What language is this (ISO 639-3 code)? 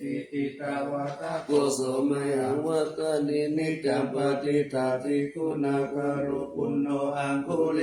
pli